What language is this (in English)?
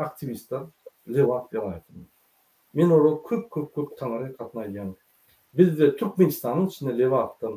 Turkmen